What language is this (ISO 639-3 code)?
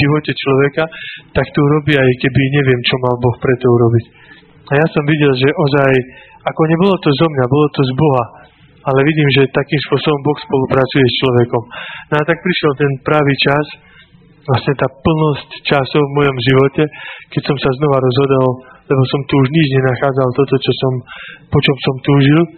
slk